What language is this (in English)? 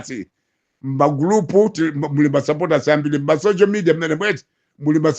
Nyanja